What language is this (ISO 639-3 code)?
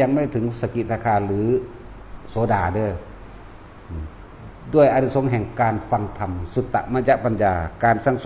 tts